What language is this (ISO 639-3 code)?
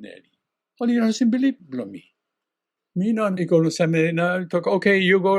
tpi